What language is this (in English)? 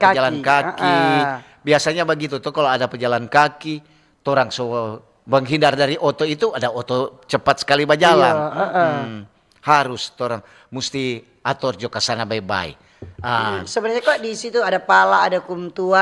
Manado Malay